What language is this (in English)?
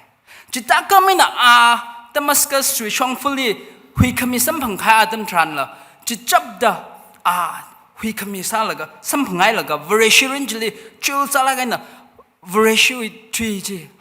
Tangkhul Naga (India)